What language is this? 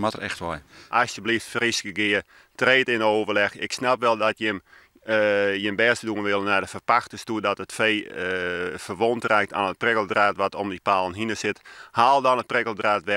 Western Frisian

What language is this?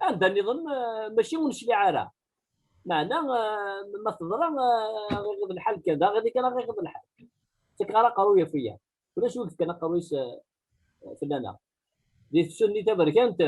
Kabyle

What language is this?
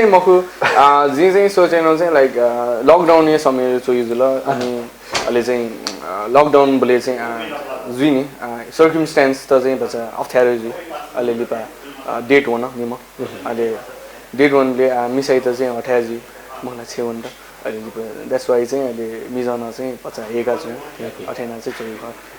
Newari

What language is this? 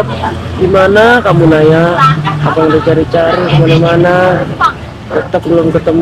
Betawi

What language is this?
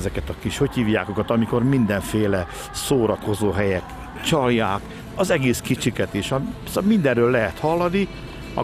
Hungarian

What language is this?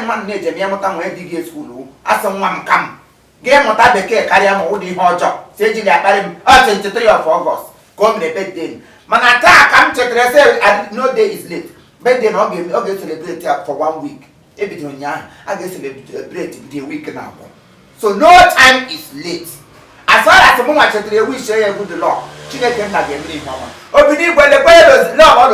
Igbo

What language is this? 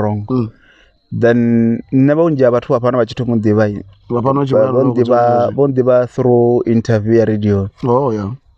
Venda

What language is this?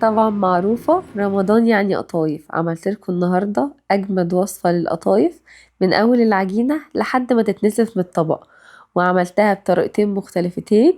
Egyptian Arabic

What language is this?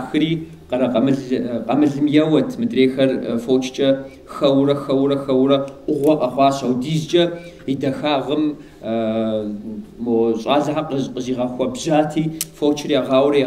Kabardian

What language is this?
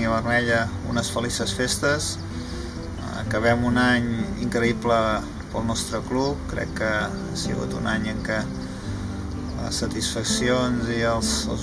Catalan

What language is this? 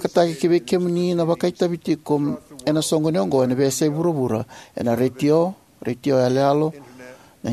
Fijian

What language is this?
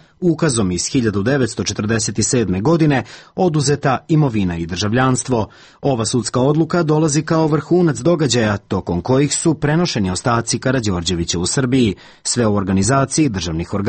Serbian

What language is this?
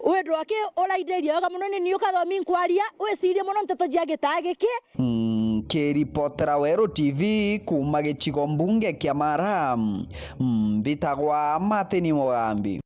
Meru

